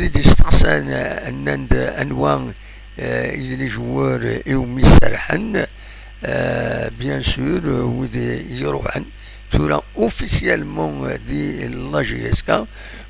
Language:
Kabyle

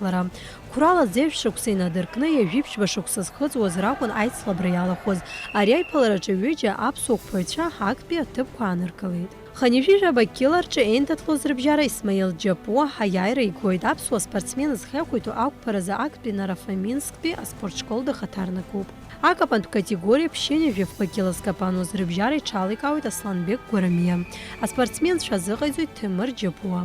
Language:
Abkhazian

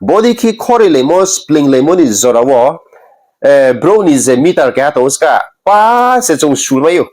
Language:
Riang (India)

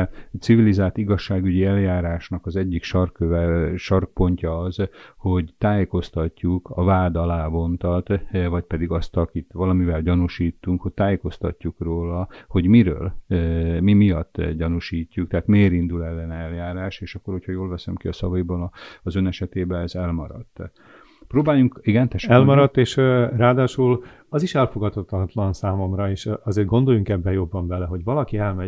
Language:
Hungarian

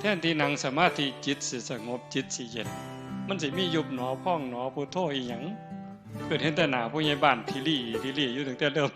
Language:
Northeastern Thai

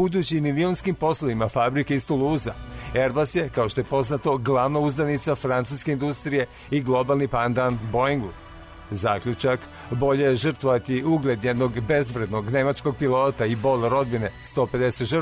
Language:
Serbian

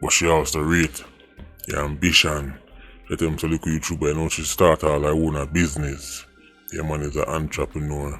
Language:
Jamaican Creole English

